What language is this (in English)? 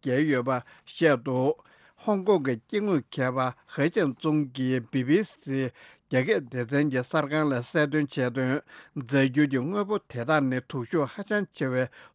Tibetan